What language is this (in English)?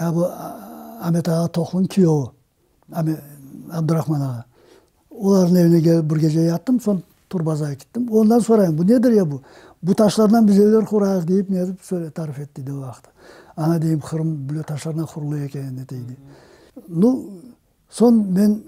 Crimean Tatar